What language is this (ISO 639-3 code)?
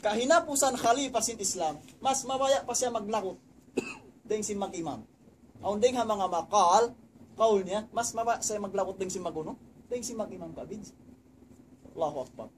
tsg